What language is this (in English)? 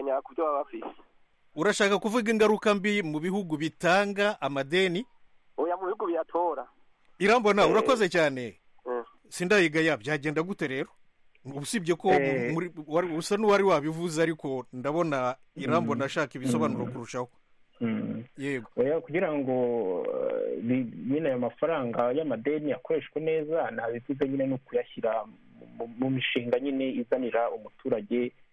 Kinyarwanda